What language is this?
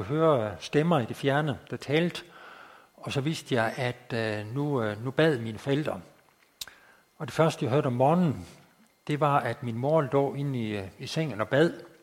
Danish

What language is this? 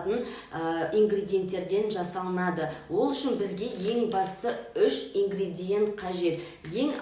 Kazakh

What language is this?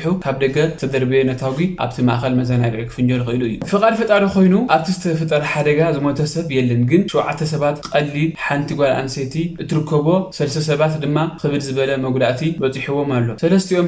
Tigrinya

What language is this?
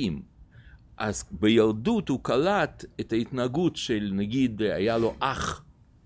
Hebrew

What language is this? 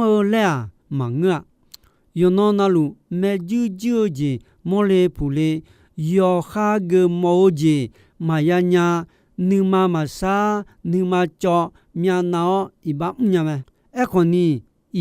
Akha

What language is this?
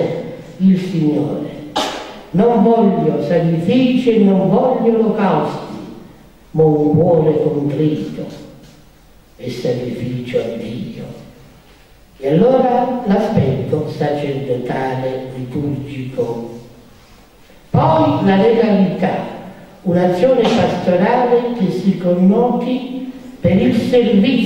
Italian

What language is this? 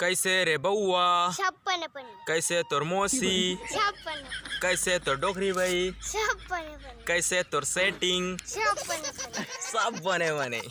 Chhattisgarhi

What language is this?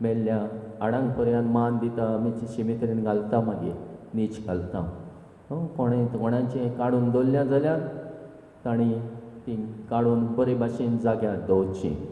Konkani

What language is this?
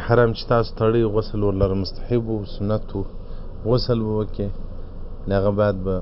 Pashto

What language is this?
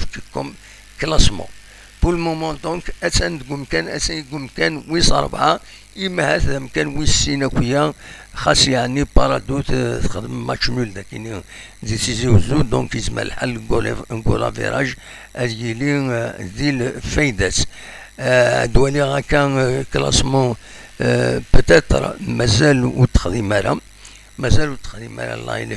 Kabyle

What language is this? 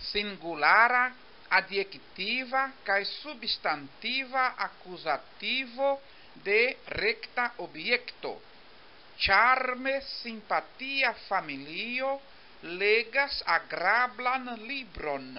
Esperanto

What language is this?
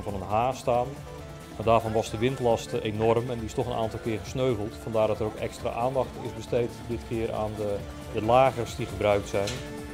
Dutch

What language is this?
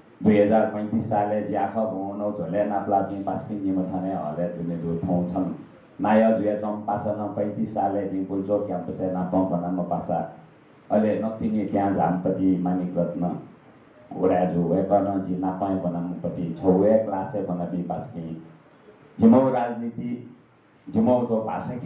Newari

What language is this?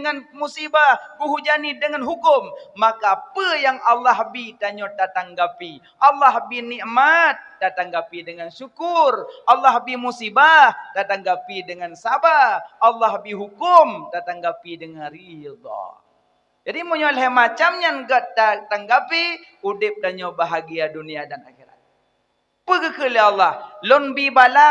Achinese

